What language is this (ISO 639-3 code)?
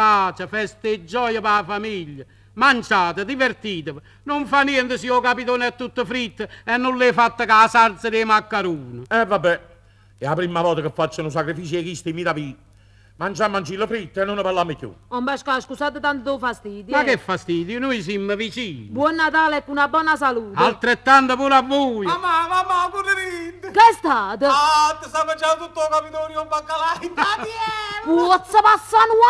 nap